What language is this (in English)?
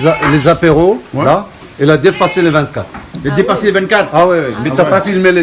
Réunion Creole French